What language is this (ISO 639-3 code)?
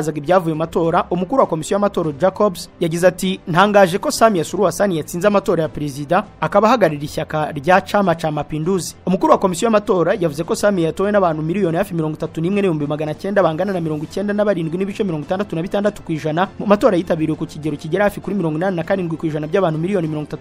kin